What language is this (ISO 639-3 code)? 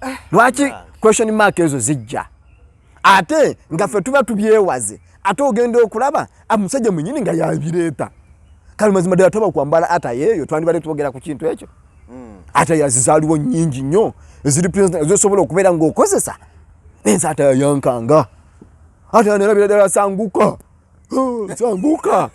lug